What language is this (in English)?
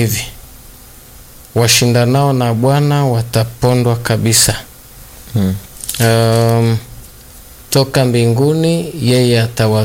Swahili